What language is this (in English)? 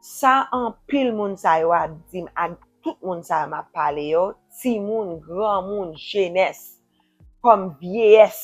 Haitian Creole